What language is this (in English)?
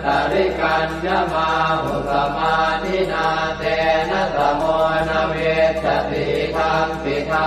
Pali